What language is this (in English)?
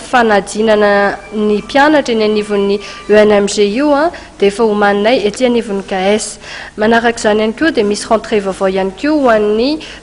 Malagasy